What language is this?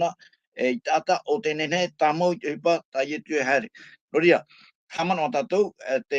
Tahitian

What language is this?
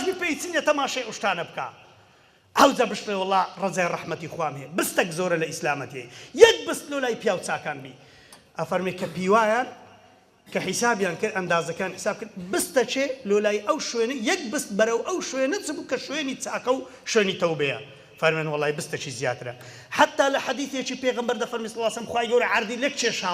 Central Kurdish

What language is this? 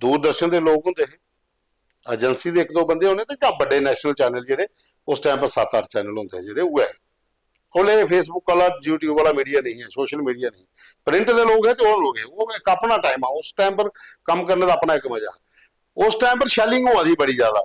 Dogri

